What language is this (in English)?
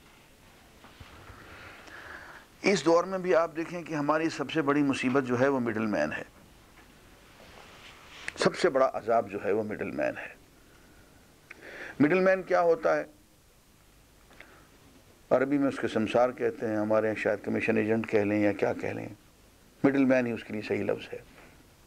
Urdu